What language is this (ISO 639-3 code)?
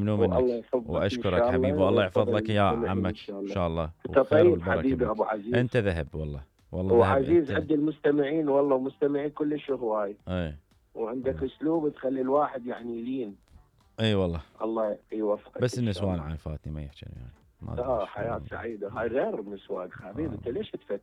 acm